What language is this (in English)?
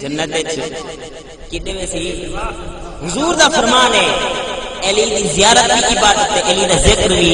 Saraiki